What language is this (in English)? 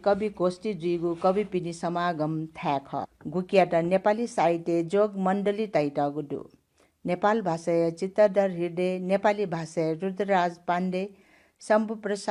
Newari